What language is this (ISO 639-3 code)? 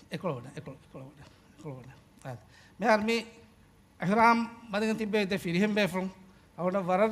div